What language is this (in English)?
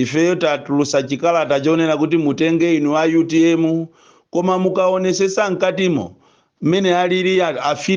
Nyanja